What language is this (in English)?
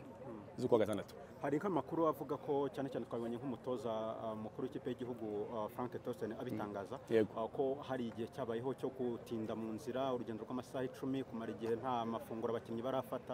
Kinyarwanda